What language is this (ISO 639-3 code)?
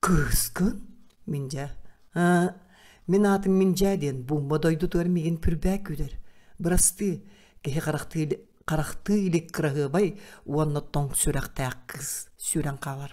sah